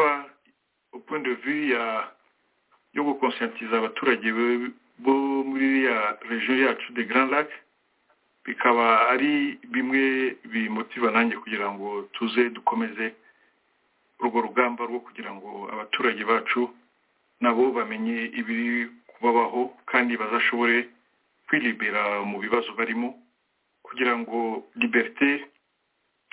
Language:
Kinyarwanda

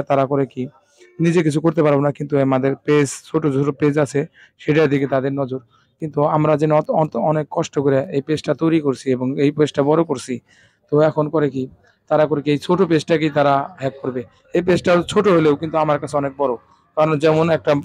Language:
Bangla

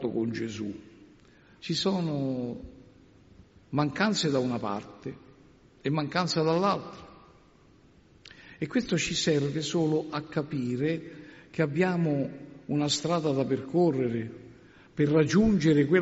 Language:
Italian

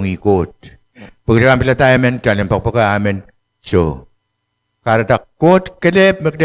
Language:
Pohnpeian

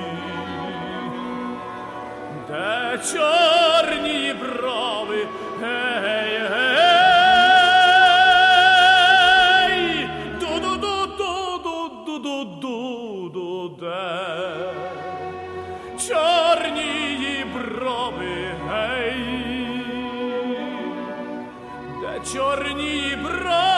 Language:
Ukrainian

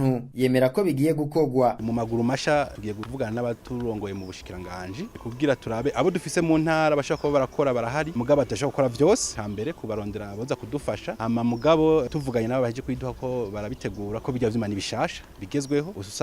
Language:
Rundi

